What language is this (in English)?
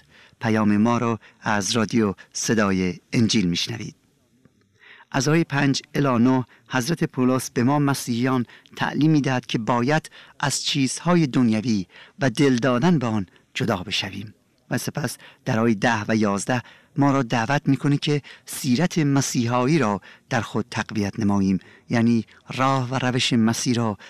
Persian